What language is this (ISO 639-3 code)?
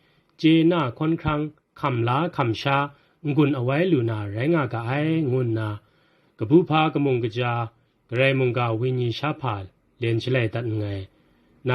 kac